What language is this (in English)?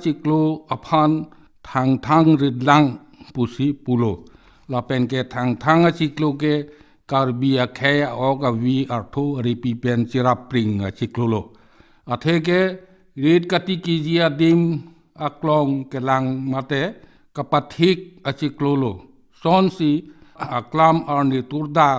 Karbi